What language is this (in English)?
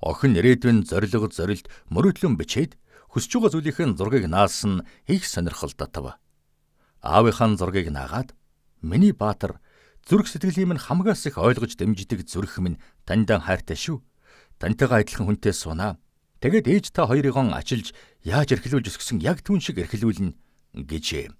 Mongolian